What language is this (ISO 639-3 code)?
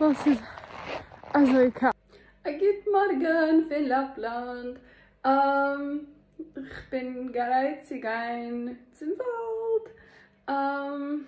yid